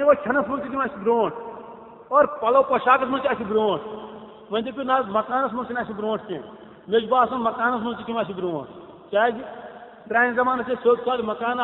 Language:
Kashmiri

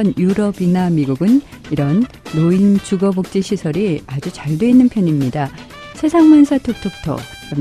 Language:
Korean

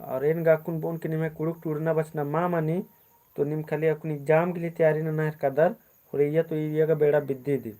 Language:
Kurukh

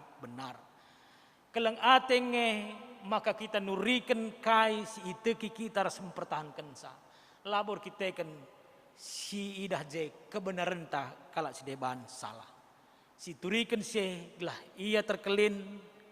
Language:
Batak Karo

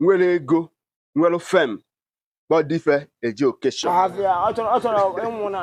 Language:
Igbo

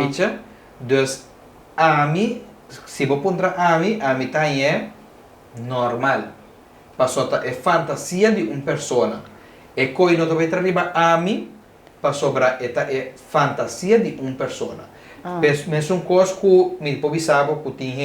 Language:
Papiamento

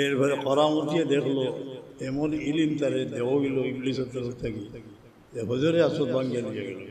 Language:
Sylheti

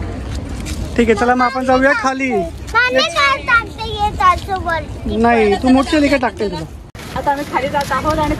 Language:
Marathi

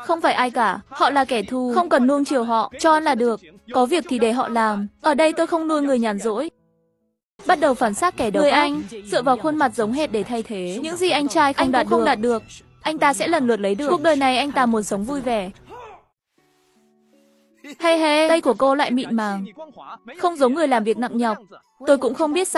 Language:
Vietnamese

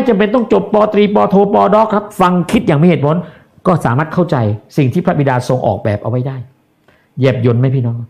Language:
Thai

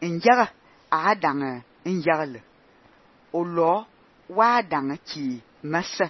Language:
Fang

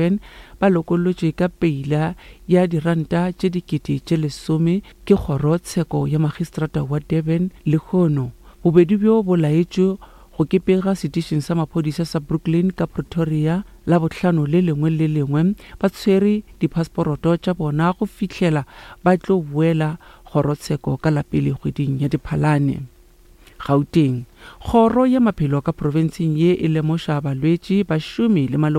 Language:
Northern Sotho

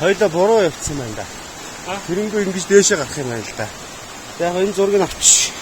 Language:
Mongolian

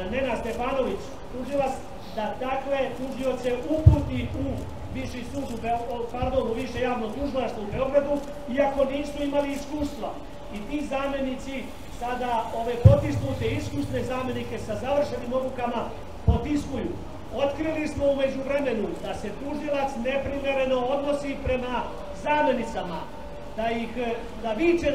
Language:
Serbian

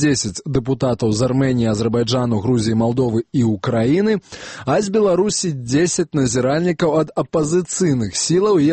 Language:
Belarusian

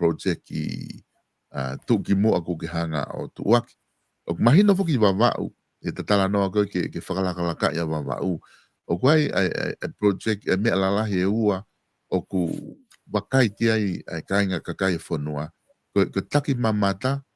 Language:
Tongan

